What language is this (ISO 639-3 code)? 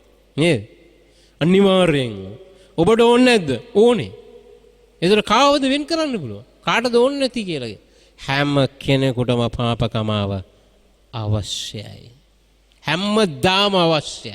sin